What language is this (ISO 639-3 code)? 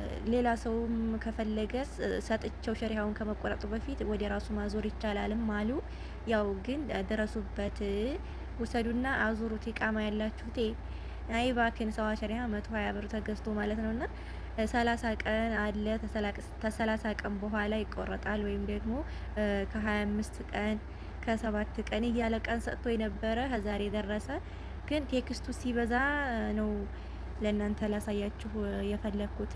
amh